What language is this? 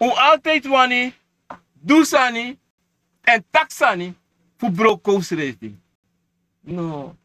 Sranan Tongo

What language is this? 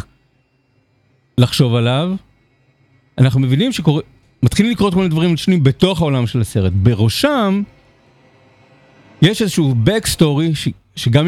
Hebrew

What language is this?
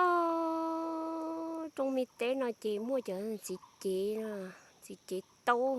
Hmong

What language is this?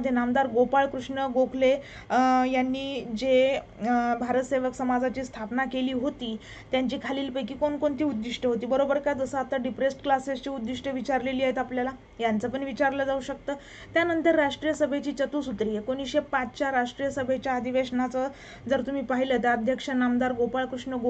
Marathi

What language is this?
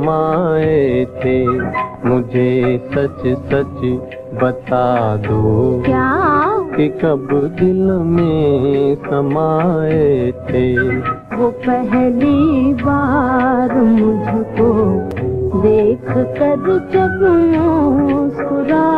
Hindi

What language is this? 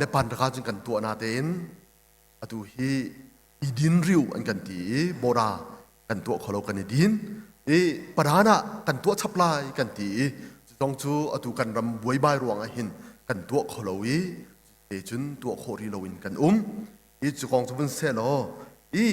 Hakha Chin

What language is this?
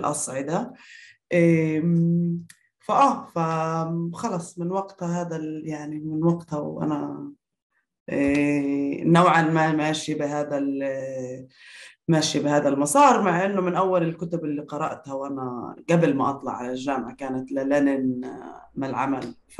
North Levantine Arabic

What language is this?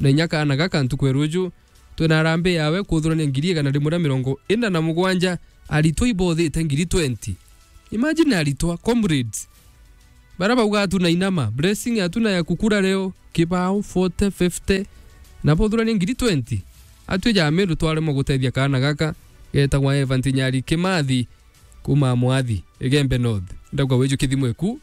Meru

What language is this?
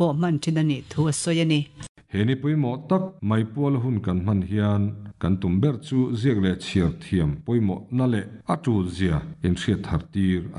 Mizo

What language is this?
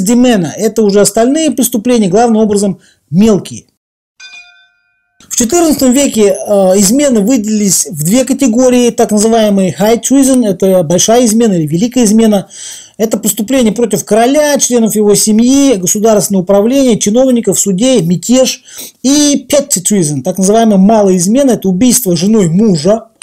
Russian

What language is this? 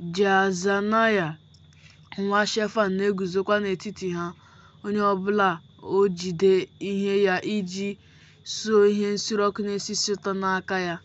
Igbo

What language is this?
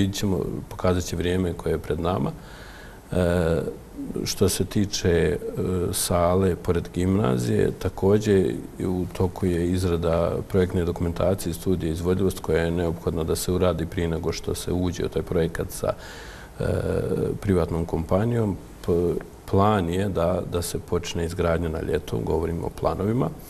Bosnian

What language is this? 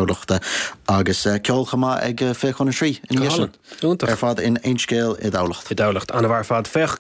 Irish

